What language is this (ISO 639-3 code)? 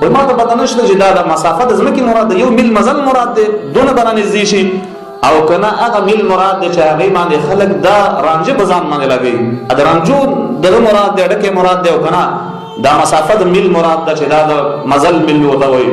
pus